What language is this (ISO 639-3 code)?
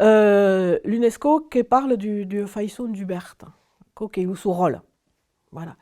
oci